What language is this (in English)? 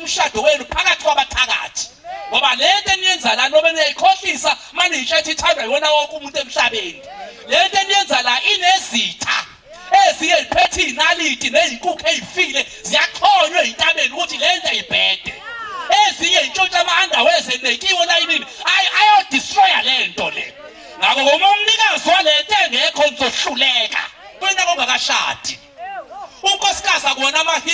Zulu